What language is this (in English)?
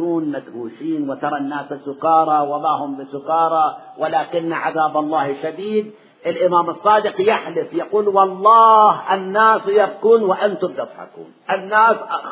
Arabic